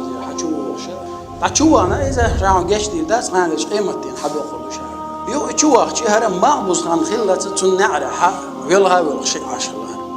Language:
Chechen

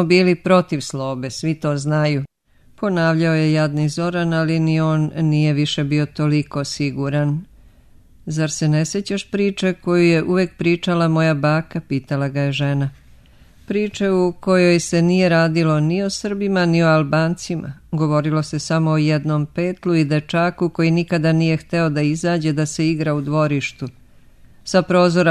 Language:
Serbian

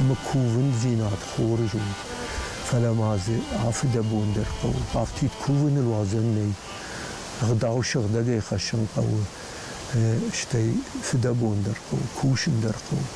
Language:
Ossetic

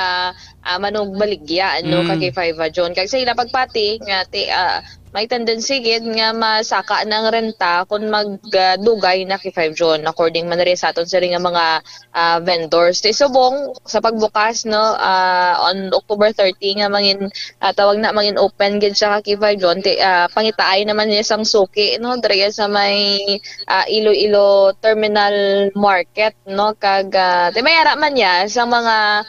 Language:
Hiligaynon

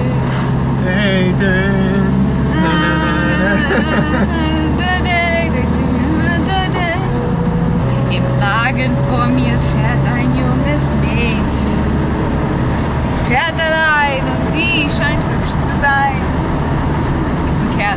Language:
German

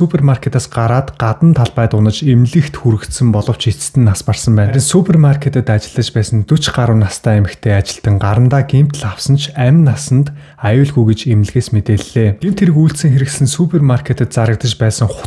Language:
Mongolian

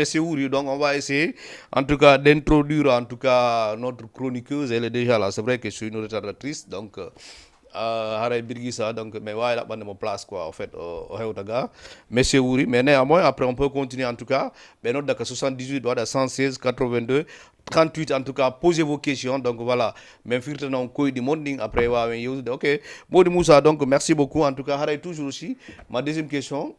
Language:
Fula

